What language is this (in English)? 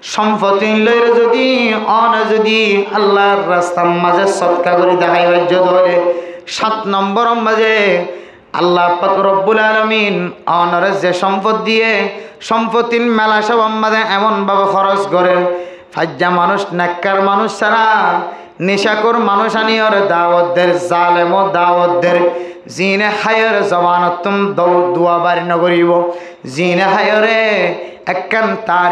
Rohingya